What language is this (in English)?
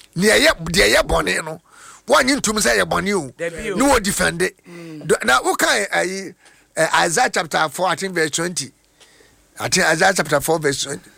Akan